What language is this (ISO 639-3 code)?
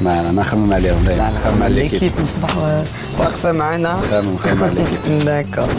arq